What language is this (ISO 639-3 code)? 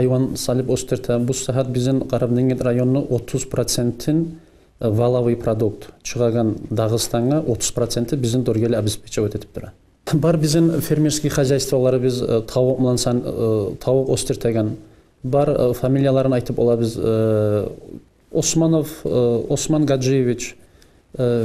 kum